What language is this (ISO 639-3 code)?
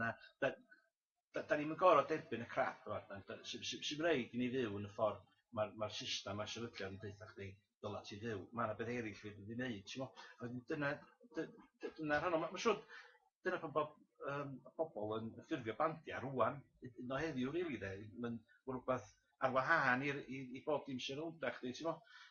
cym